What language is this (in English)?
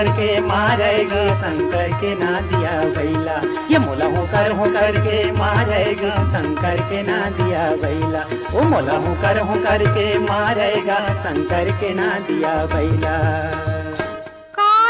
Chhattisgarhi